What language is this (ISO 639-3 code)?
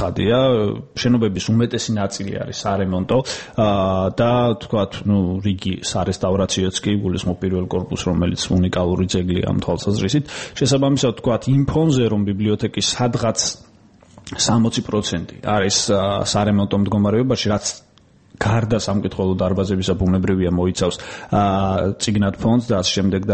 kat